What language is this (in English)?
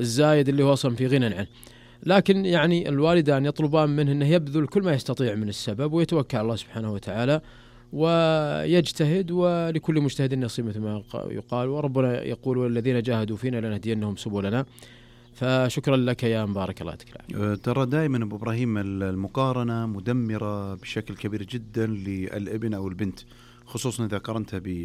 Najdi Arabic